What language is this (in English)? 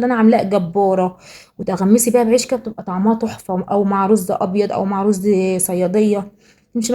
Egyptian Arabic